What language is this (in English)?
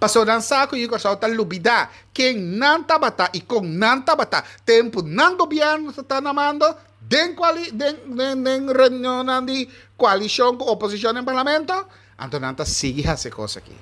Papiamento